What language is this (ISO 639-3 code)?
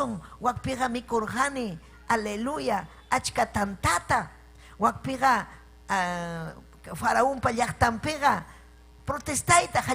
quy